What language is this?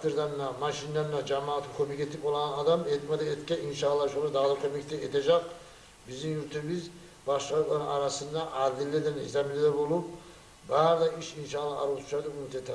Kumyk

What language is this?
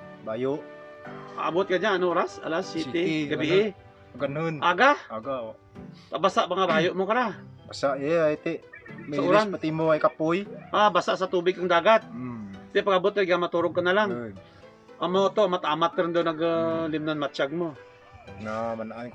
Kinaray-a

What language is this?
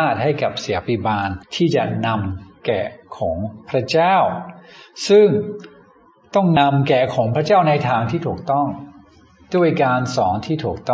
Thai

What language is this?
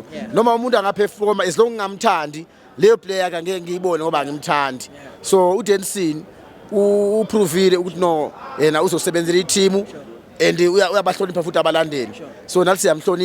Zulu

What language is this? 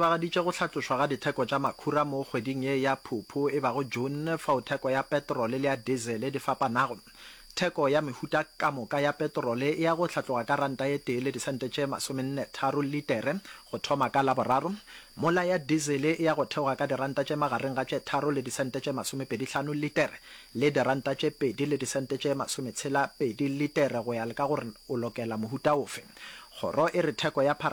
Northern Sotho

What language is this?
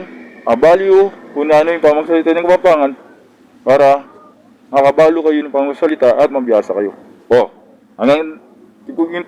Pampanga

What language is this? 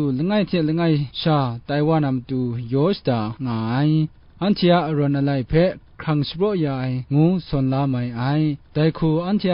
Kachin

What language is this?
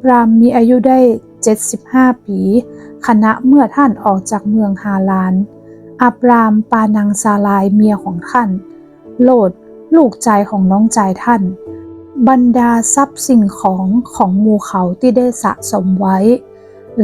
Northern Thai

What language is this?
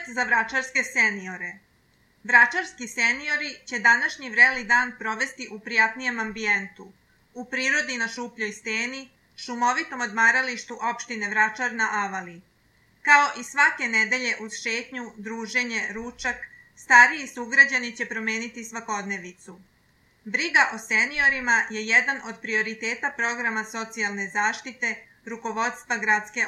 Serbian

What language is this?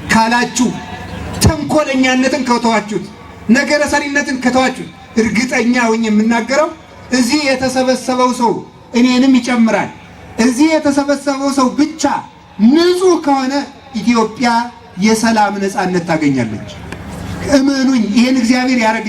Amharic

